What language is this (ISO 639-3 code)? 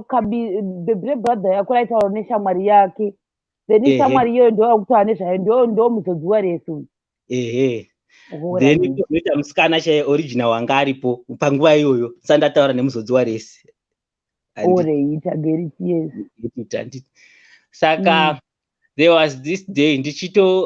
sna